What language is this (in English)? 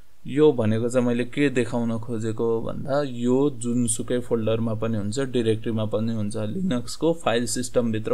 Nepali